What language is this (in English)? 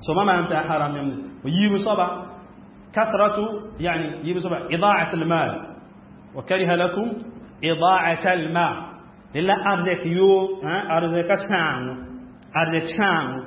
Mossi